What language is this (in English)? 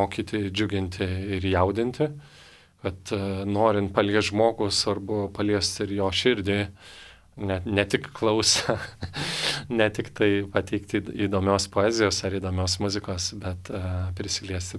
Lithuanian